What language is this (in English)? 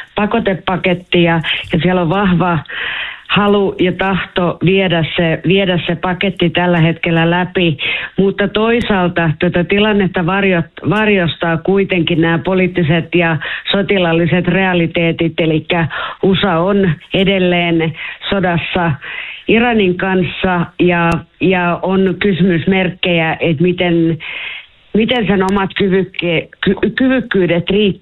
Finnish